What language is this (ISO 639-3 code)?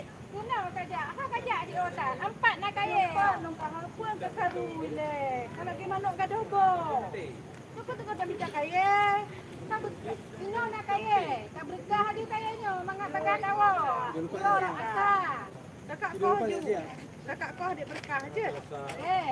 ace